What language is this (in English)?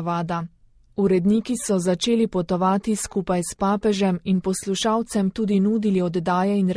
Slovenian